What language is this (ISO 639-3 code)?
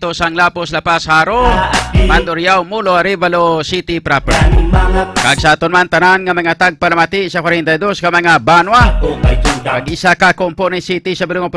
hil